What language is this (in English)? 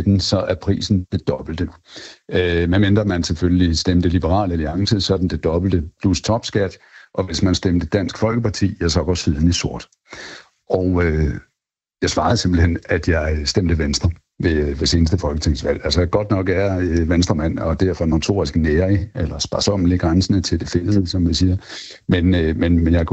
Danish